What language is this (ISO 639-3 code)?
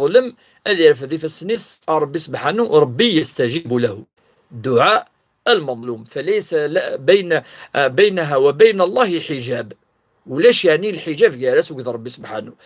kab